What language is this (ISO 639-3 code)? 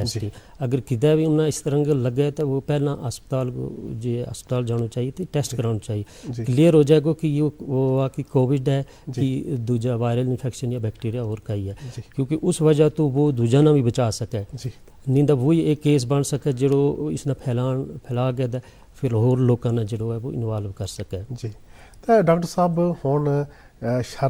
gju